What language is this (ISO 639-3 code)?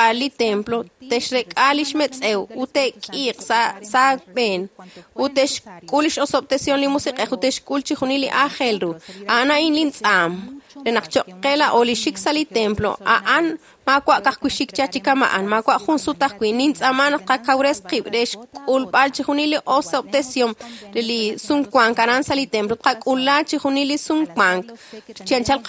kek